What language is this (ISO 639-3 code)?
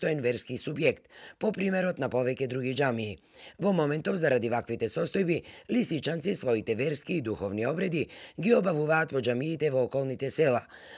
mkd